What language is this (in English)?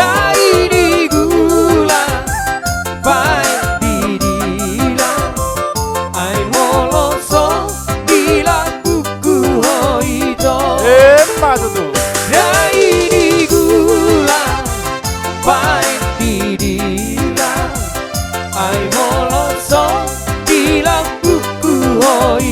Batak Toba